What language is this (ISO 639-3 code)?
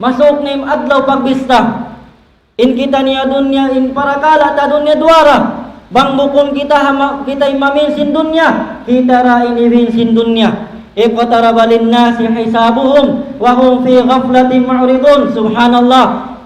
tsg